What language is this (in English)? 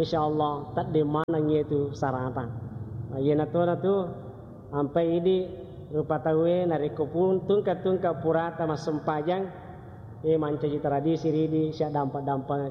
Buginese